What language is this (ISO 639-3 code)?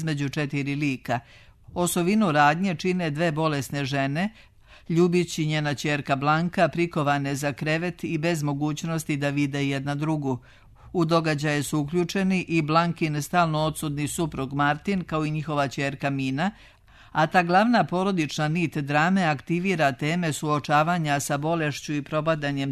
srp